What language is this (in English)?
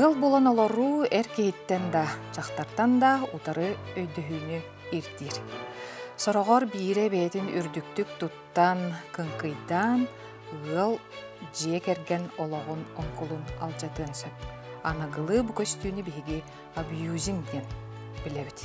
Yakut